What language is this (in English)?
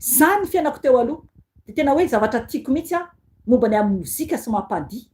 Malagasy